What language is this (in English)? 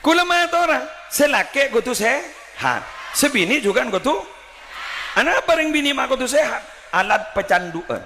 Madurese